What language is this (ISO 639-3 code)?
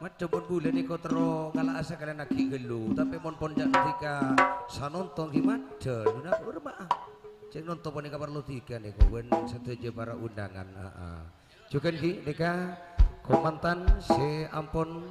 mad